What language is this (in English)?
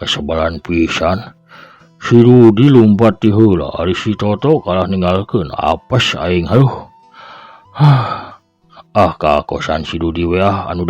Sundanese